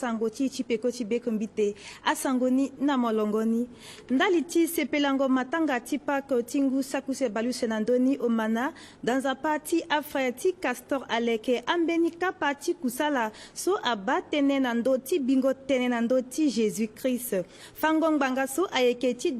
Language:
Sango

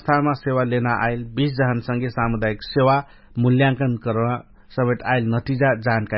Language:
Dangaura Tharu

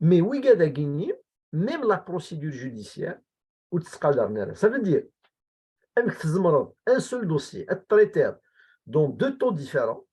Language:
Kabyle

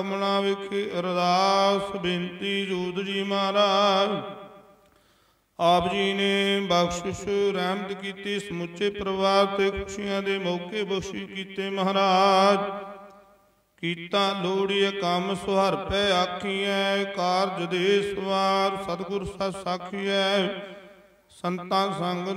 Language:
Punjabi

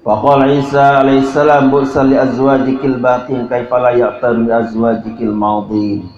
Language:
Sasak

